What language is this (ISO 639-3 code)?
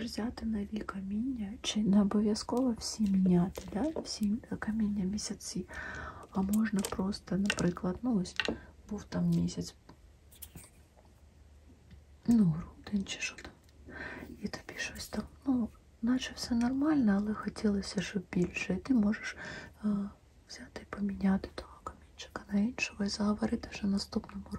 ukr